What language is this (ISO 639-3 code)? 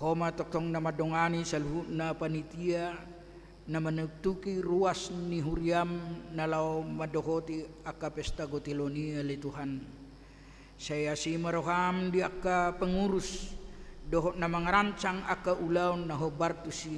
bbc